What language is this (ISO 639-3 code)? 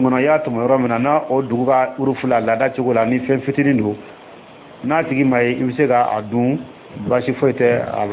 dyu